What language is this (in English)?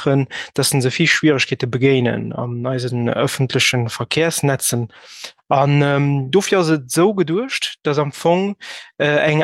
Luxembourgish